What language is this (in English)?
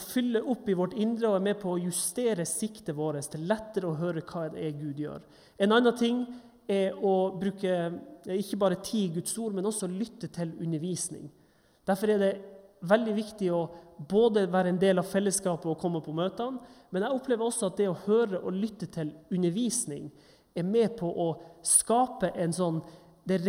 Norwegian